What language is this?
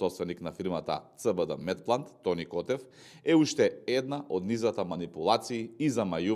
Macedonian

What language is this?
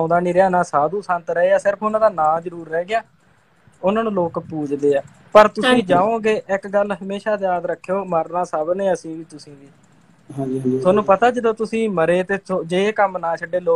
Punjabi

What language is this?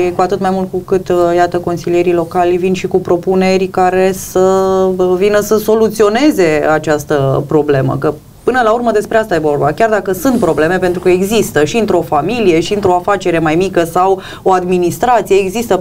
Romanian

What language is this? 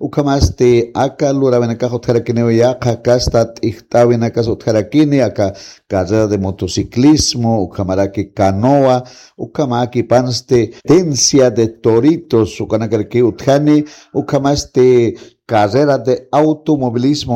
Aymara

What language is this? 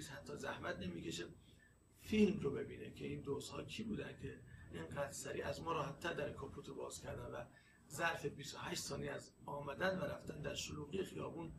Persian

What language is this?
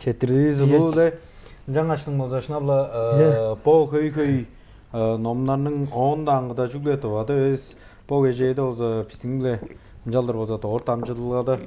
Tuvinian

